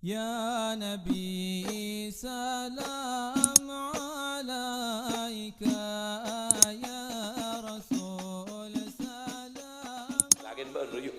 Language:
Madurese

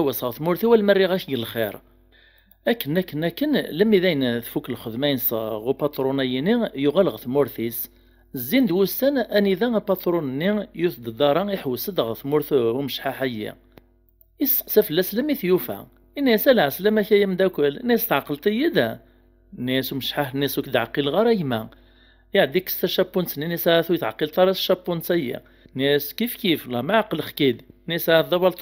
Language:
Kabyle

